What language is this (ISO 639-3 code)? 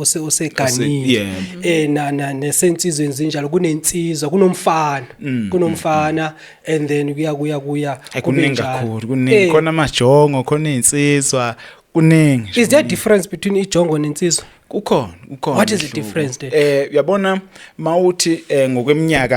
zul